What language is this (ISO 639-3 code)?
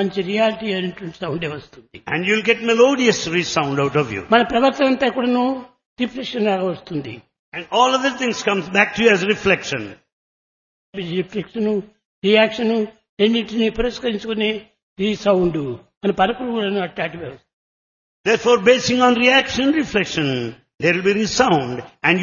tel